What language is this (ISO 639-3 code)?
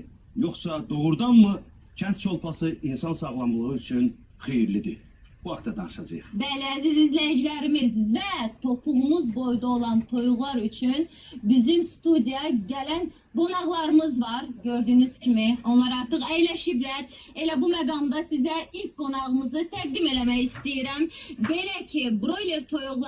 aze